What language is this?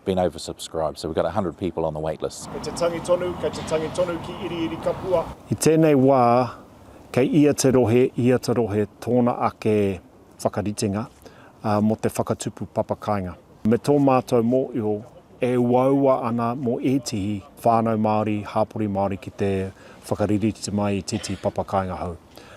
Māori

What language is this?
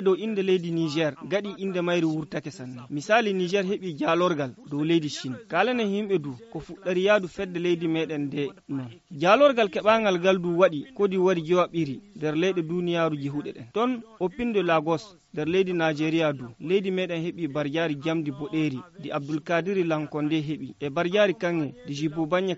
Fula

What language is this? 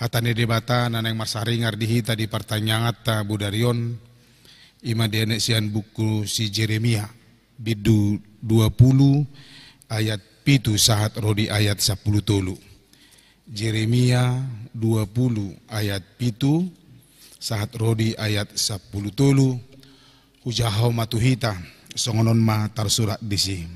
Batak Toba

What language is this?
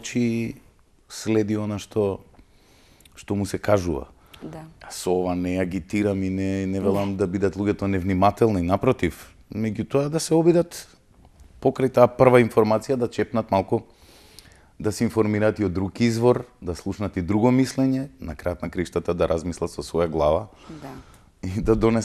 Macedonian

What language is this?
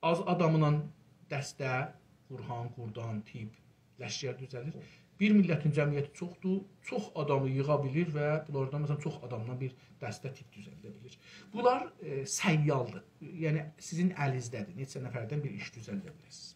South Azerbaijani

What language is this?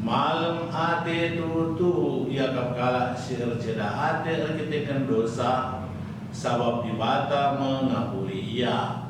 Batak Karo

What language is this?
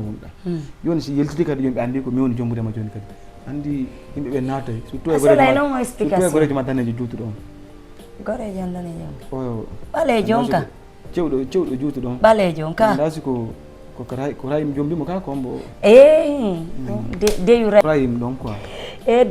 Fula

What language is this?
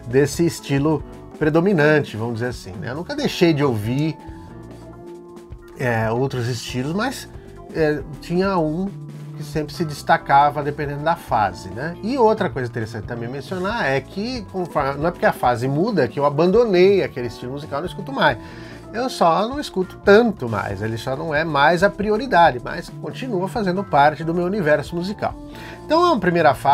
Portuguese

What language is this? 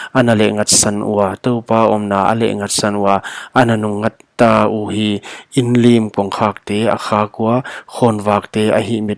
Paite Chin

